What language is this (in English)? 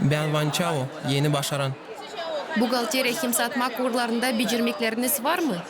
Gagauz